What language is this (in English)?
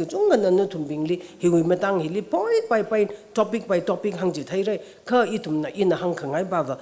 Tangkhul Naga (India)